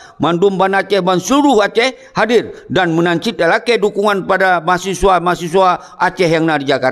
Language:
Achinese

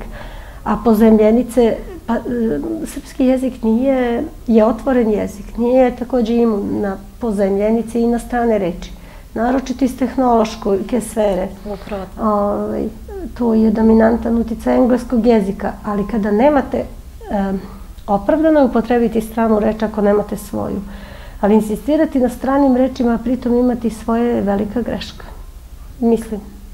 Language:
Serbian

